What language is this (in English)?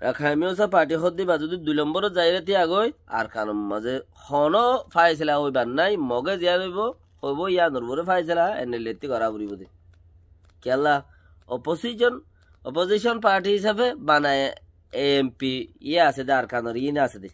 Rohingya